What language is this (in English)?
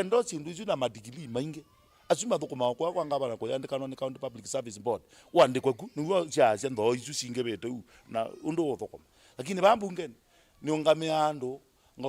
Kamba